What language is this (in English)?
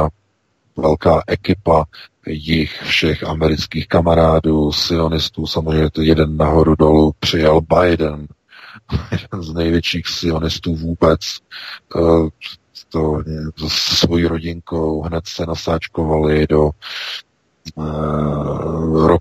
Czech